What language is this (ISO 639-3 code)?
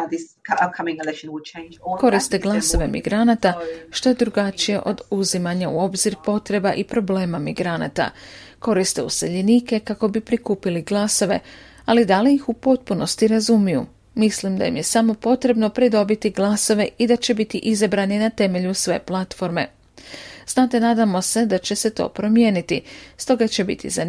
hrv